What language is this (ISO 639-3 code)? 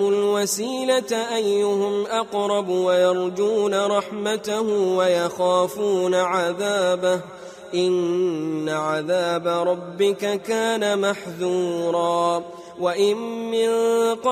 ara